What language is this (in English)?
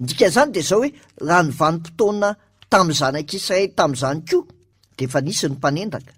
Malagasy